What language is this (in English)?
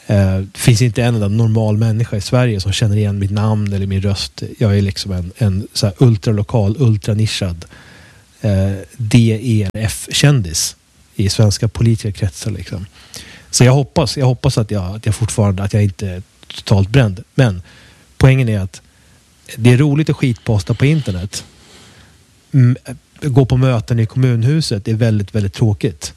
Swedish